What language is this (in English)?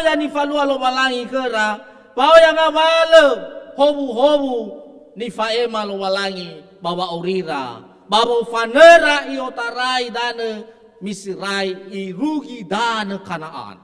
Nias